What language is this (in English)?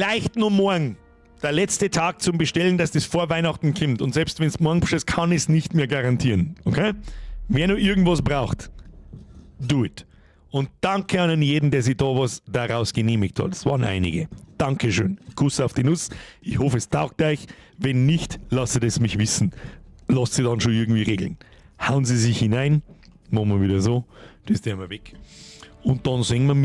Bavarian